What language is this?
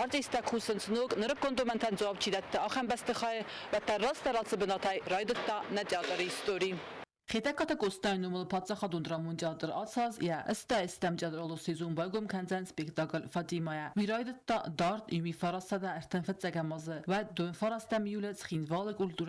Ossetic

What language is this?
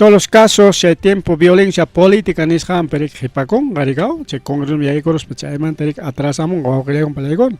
Ayacucho Quechua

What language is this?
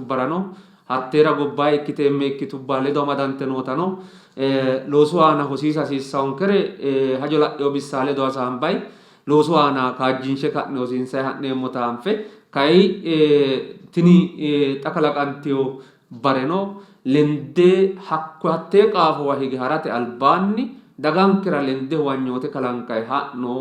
Sidamo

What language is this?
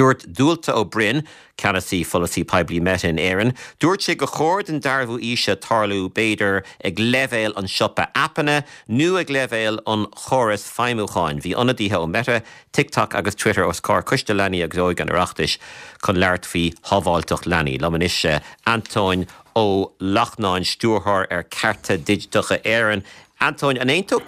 Irish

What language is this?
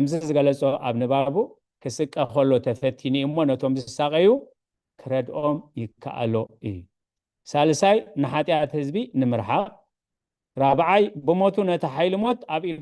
Tigrinya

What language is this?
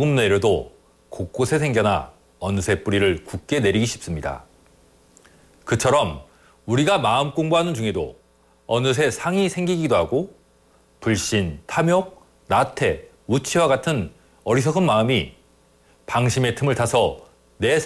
Korean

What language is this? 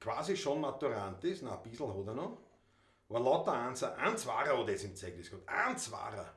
Bavarian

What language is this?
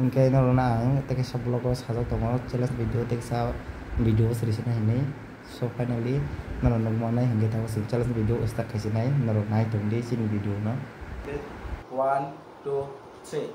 Kok Borok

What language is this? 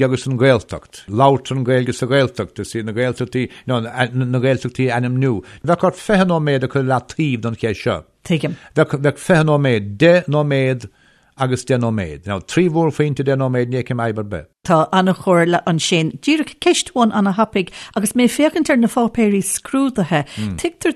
Irish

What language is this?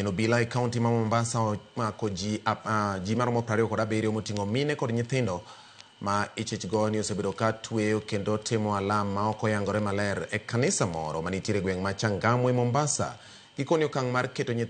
Luo (Kenya and Tanzania)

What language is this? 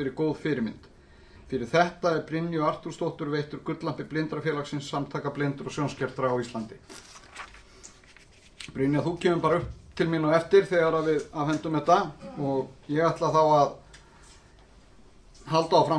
Icelandic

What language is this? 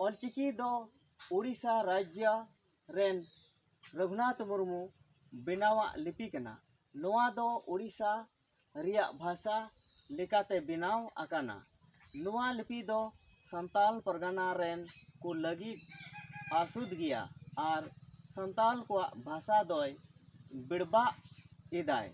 Santali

